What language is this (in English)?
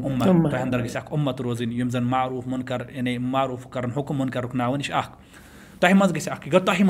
Kashmiri